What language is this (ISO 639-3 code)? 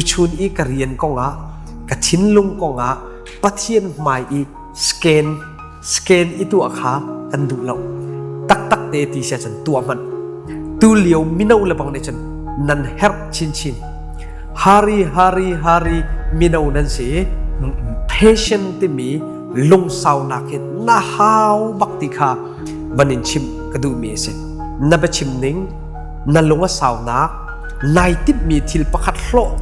cnh